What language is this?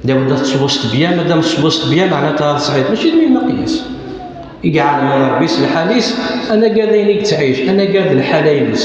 Kabyle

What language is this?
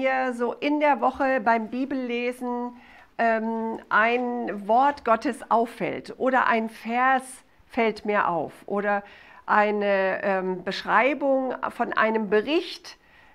German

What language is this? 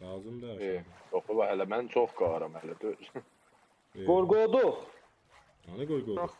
South Azerbaijani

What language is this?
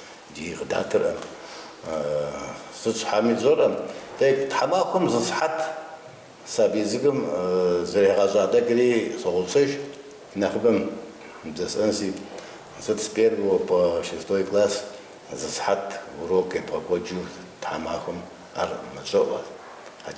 Kabardian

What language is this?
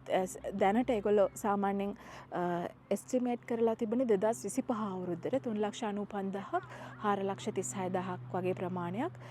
Sinhala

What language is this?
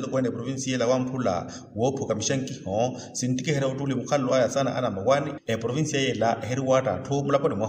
Makhuwa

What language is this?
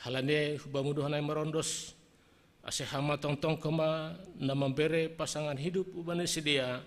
Batak Simalungun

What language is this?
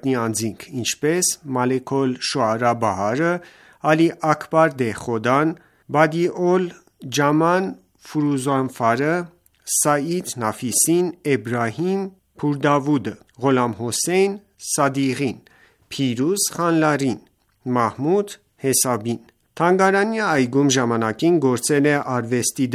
Armenian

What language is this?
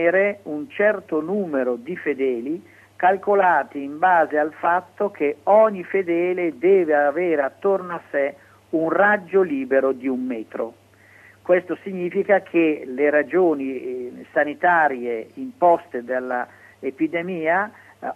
Italian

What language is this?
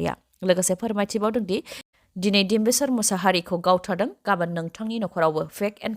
Bodo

